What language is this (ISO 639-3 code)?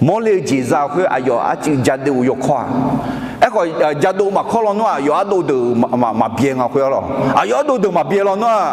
ahk